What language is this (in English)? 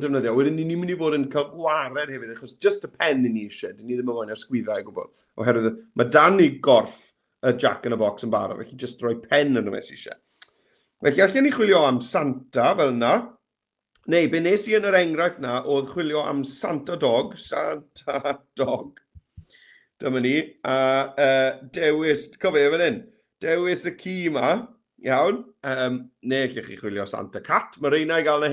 Welsh